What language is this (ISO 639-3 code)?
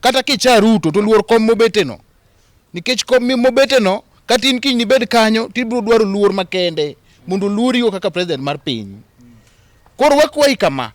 luo